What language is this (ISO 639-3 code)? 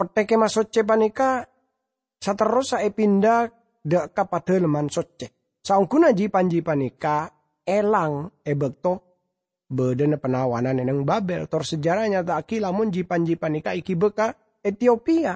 mad